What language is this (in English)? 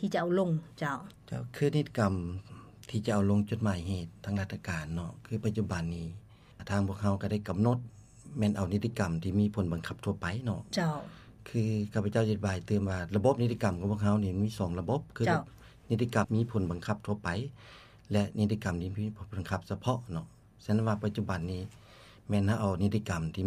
Lao